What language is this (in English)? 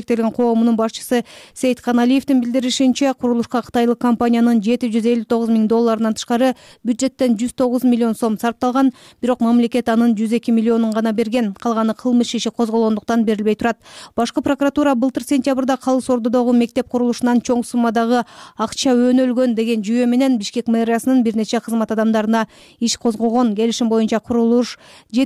Kyrgyz